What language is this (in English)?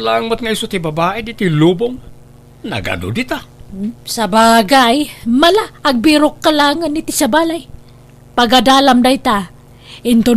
Iloko